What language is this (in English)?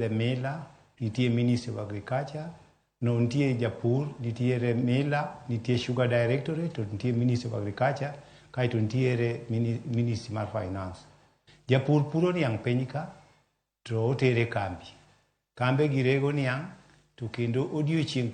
Luo (Kenya and Tanzania)